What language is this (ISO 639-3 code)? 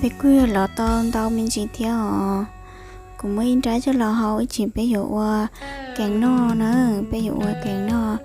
hmn